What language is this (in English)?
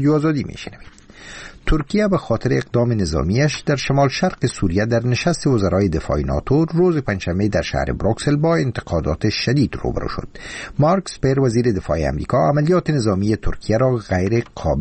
Persian